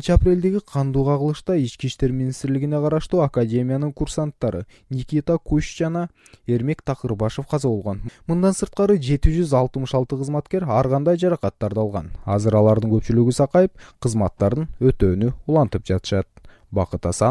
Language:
Kyrgyz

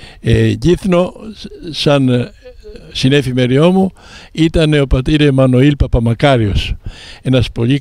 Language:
Greek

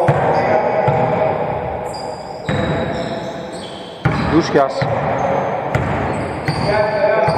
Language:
Greek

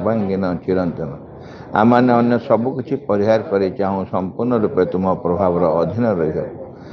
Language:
Odia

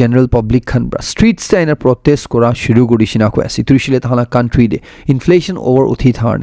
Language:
Naga Pidgin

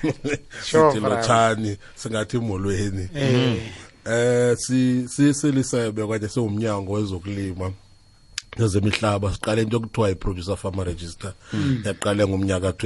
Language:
South Ndebele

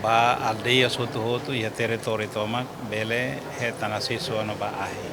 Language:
Tetum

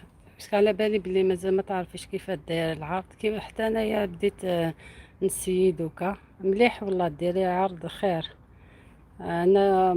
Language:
Algerian Arabic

